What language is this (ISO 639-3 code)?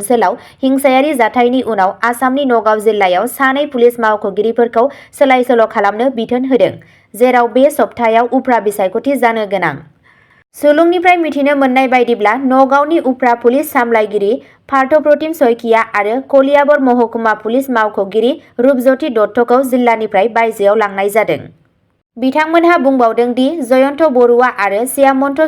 brx